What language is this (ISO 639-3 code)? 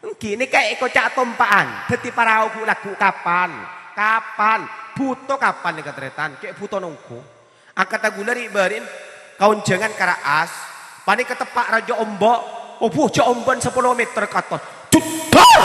mad